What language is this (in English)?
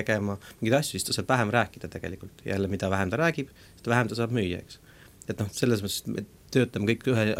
Estonian